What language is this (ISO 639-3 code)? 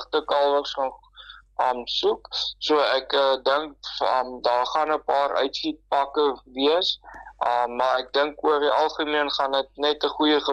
afr